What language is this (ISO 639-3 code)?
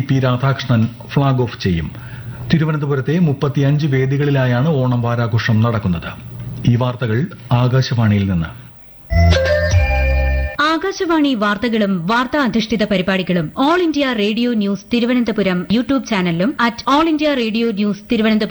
mal